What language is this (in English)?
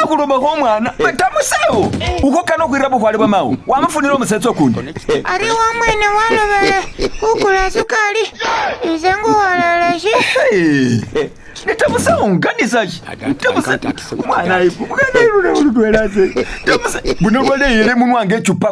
Masaaba